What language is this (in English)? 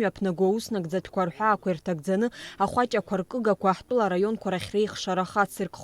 Abkhazian